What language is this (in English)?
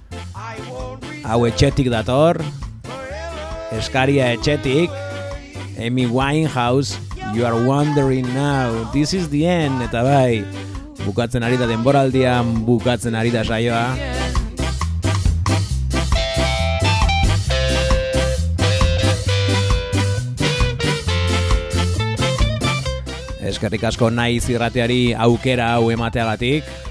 Basque